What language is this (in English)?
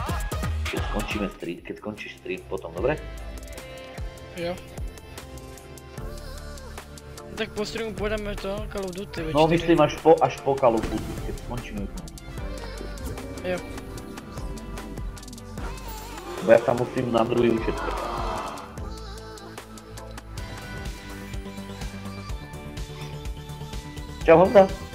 Czech